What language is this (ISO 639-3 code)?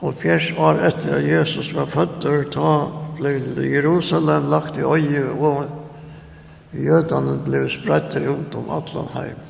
fao